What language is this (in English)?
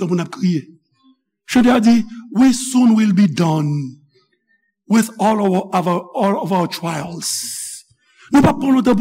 Haitian Creole